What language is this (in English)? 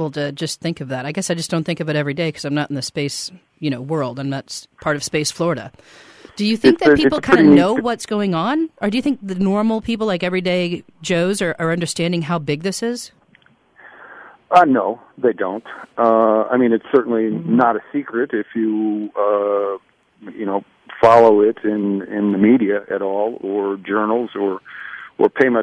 English